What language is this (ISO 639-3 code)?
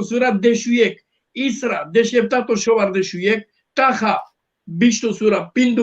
rmn